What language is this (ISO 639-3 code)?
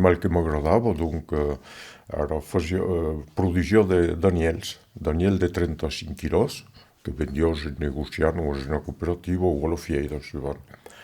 oci